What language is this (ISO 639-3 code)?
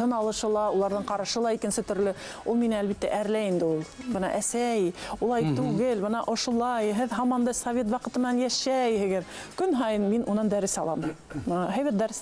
bak